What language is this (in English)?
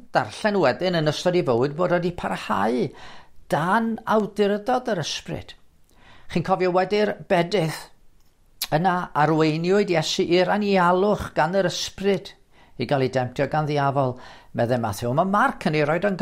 Welsh